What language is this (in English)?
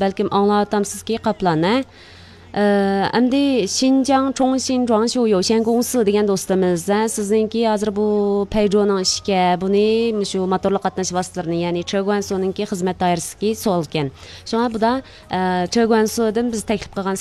Uyghur